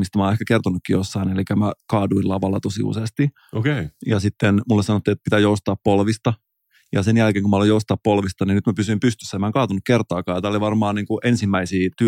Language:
Finnish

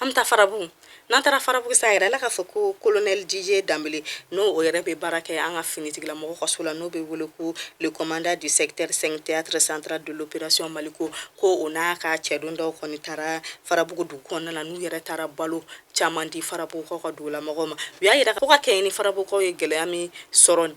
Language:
Bambara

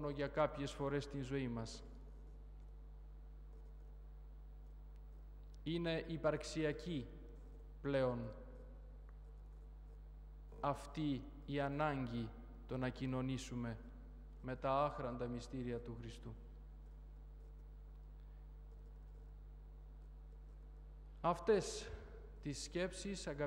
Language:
Greek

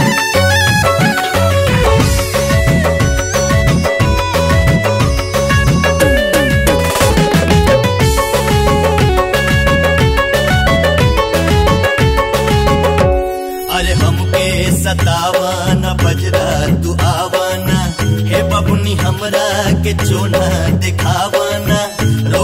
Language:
Bhojpuri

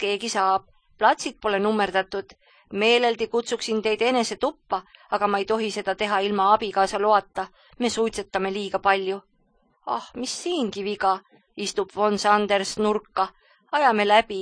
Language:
Estonian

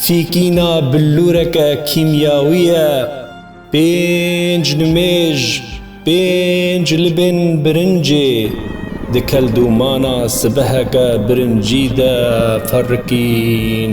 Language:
Kurdish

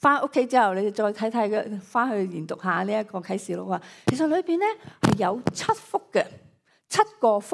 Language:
Cantonese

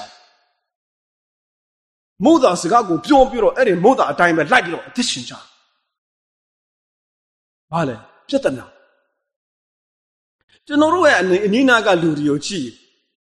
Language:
Burmese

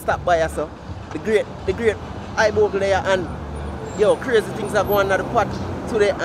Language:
Jamaican Creole English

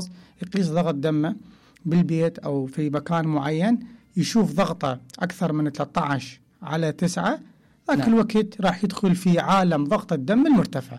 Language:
Mesopotamian Arabic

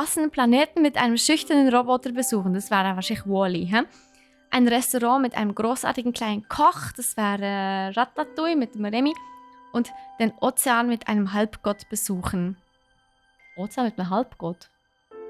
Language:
Swiss German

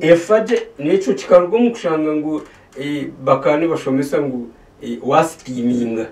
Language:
Nyankole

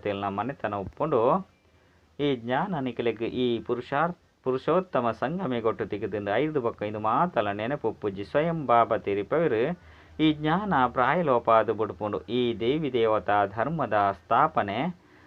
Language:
Tulu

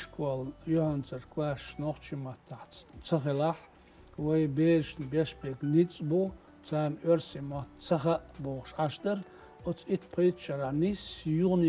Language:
Chechen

